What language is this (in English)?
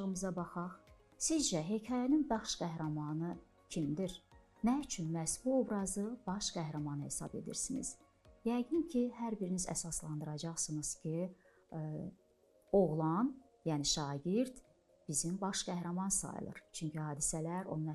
Azerbaijani